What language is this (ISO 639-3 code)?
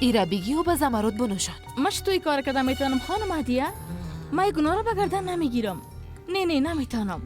fas